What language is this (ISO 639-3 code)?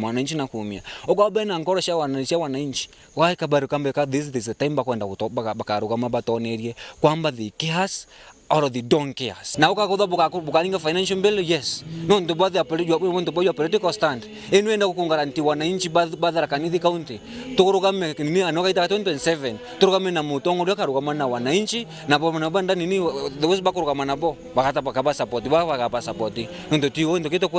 mer